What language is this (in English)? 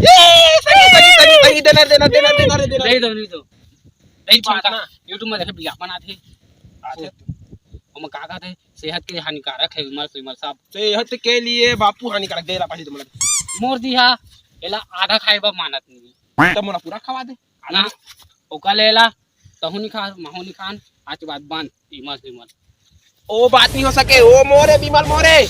Chhattisgarhi